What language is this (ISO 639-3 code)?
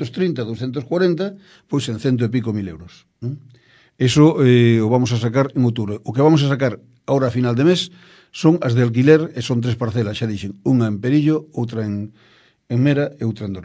glg